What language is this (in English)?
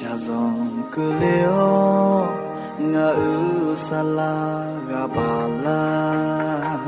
Akha